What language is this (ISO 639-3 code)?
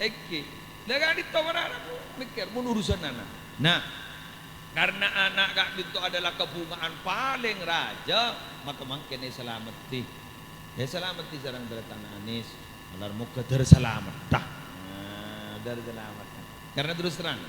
mad